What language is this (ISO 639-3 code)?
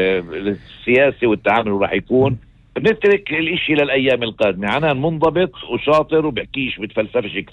apc